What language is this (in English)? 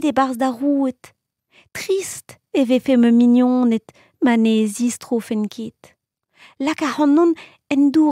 Breton